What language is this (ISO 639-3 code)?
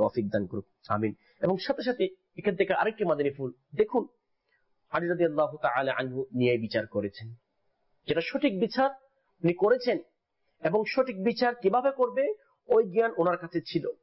ben